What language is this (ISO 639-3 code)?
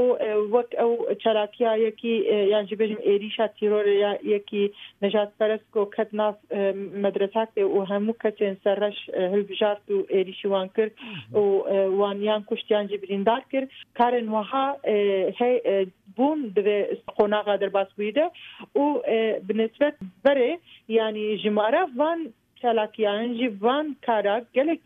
kur